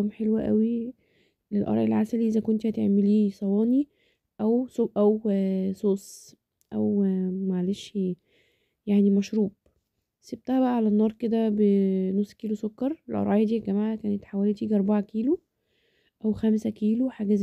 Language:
Egyptian Arabic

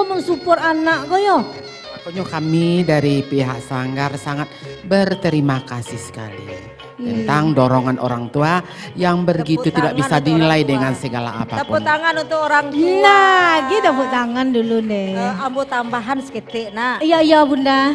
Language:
Minangkabau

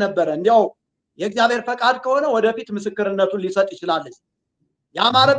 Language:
Amharic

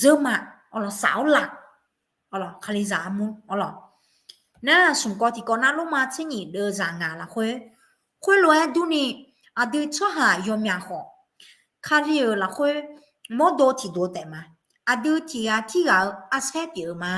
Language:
Akha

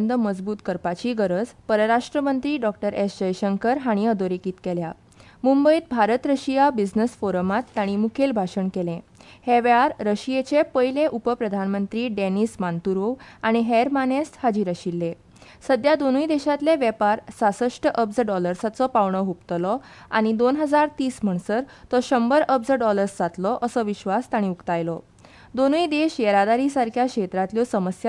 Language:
Konkani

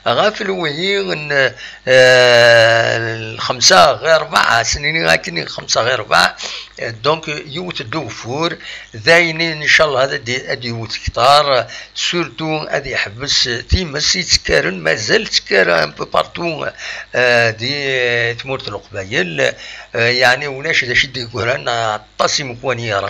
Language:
Kabyle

